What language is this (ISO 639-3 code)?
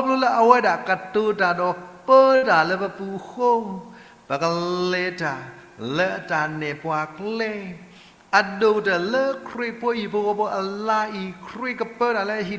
ksw